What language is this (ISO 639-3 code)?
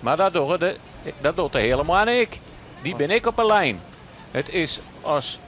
fry